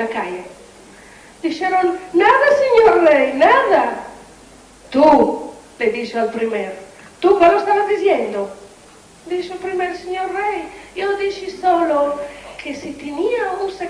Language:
Ladino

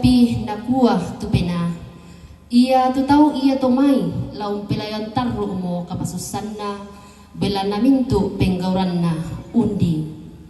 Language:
Toraja-Sa'dan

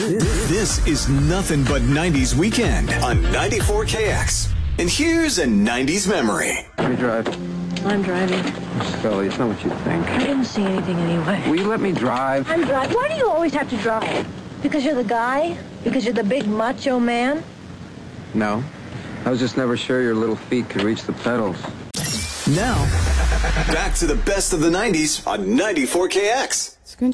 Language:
English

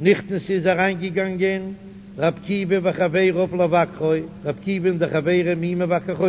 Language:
Yiddish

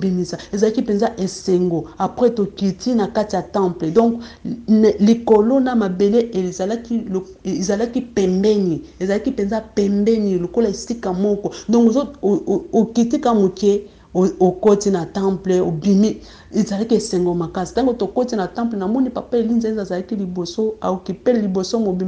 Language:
Lingala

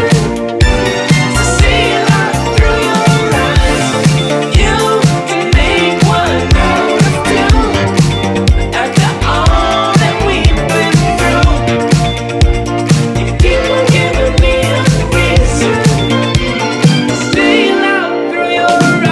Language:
English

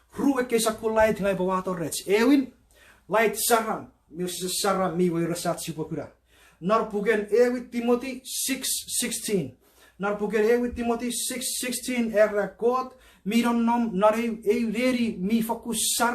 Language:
Chuukese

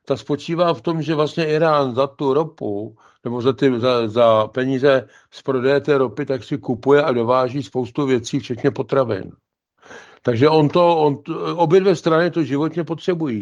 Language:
Czech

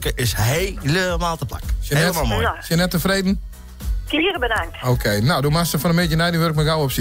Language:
Western Frisian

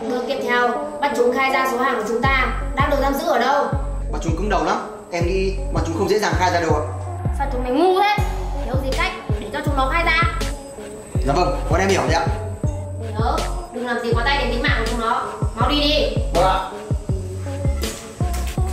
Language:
Vietnamese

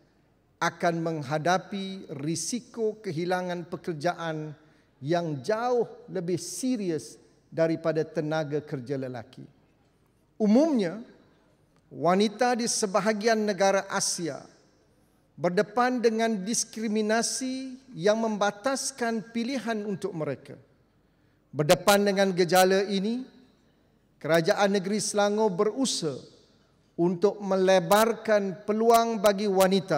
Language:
Malay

